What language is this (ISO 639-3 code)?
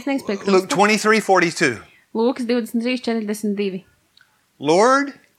lav